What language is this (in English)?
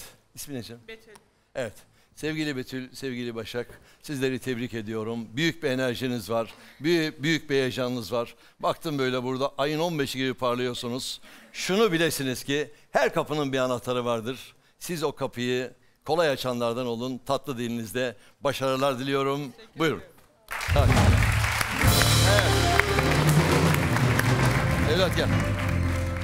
Turkish